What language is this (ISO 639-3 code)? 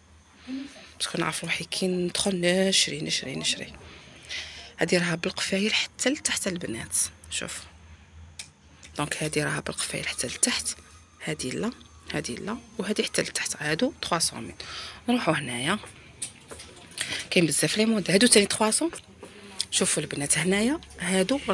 arq